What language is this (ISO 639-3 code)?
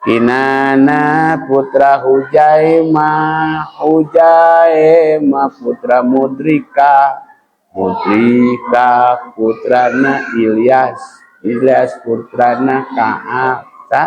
sun